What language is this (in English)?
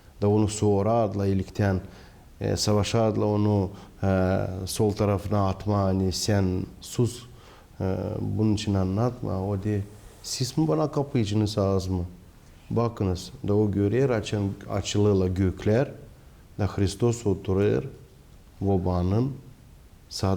Gagauz